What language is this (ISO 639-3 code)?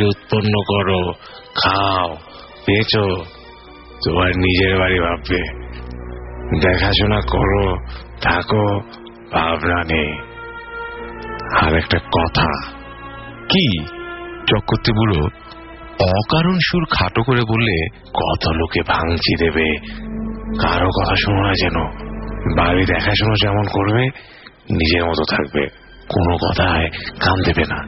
ben